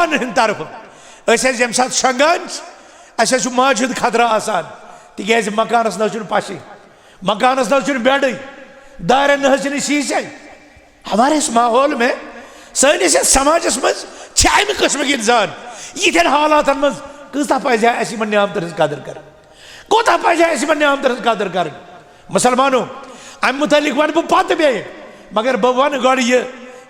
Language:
Kashmiri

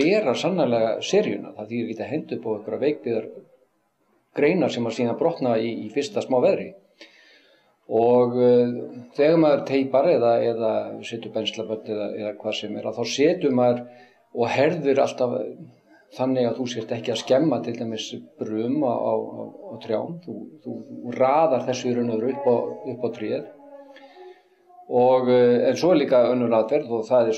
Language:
Icelandic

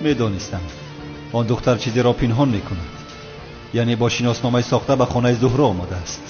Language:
Tajik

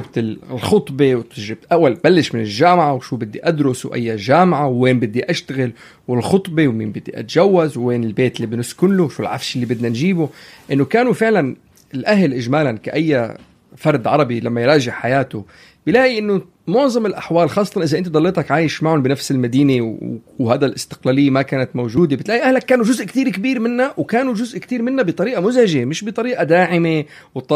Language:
North Levantine Arabic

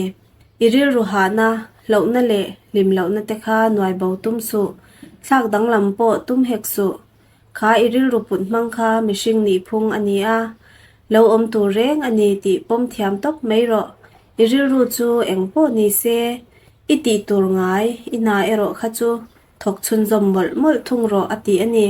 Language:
Mizo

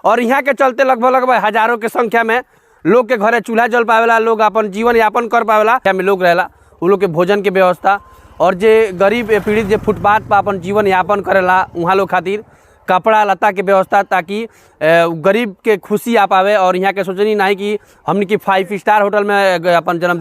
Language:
Bhojpuri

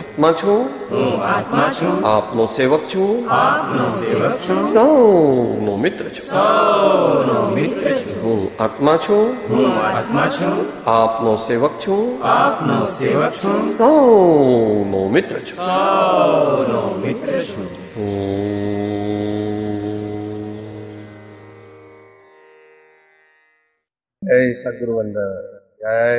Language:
Gujarati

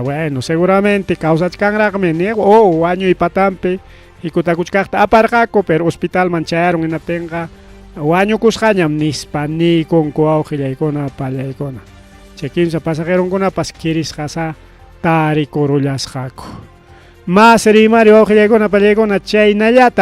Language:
Ayacucho Quechua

